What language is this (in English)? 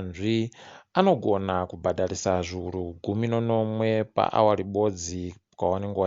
Ndau